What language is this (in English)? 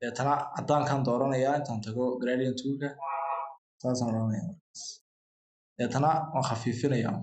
Somali